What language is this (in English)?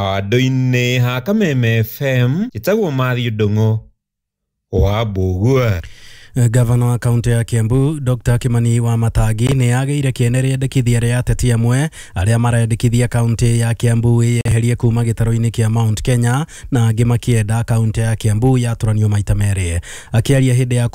Kikuyu